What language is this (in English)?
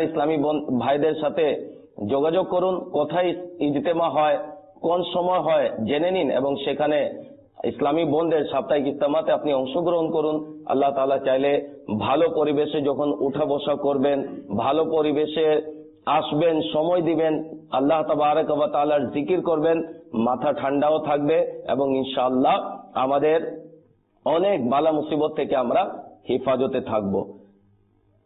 Bangla